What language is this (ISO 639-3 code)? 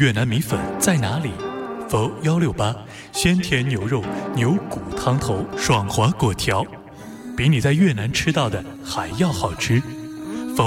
zho